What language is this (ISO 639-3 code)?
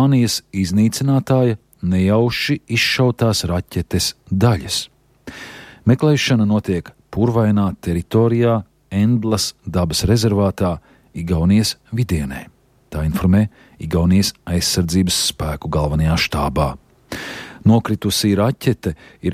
lav